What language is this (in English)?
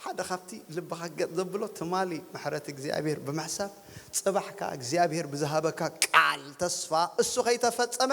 Tigrinya